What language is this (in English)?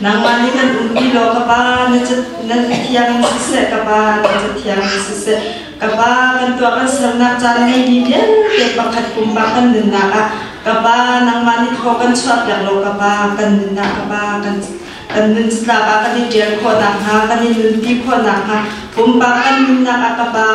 Hakha Chin